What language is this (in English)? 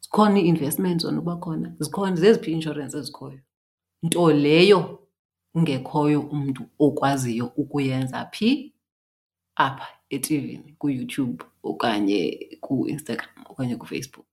Xhosa